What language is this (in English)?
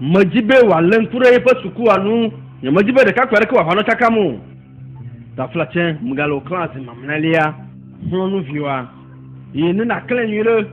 Ewe